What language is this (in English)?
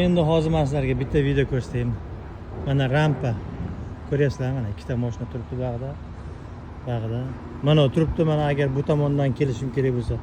Uzbek